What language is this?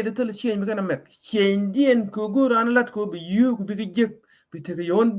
Nuer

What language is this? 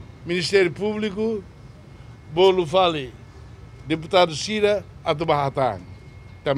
Tetum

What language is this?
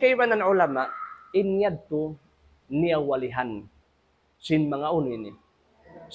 Tausug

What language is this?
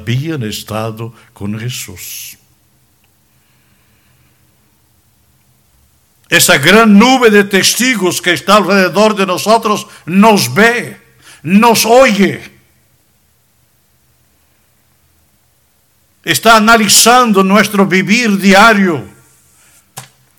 Spanish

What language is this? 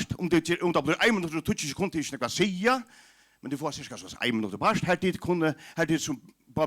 Faroese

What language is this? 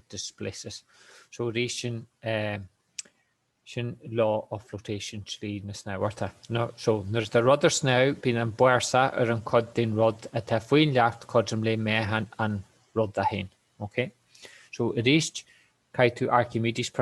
Irish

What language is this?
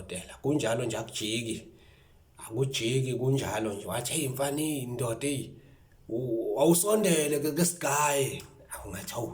Zulu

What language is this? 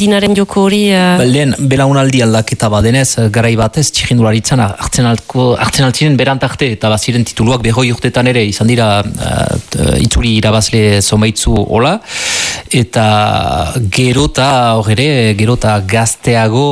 Basque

